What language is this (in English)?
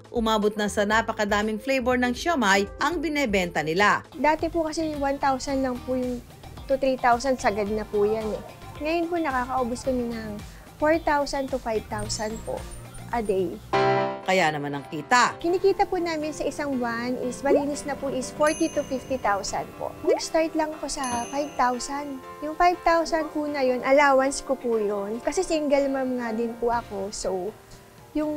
Filipino